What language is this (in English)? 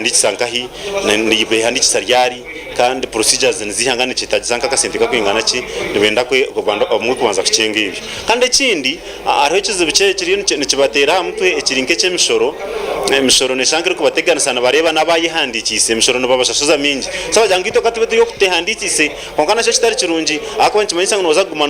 Nyankole